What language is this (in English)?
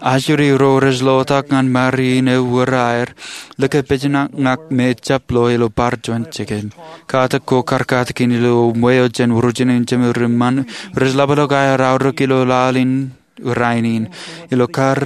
Marshallese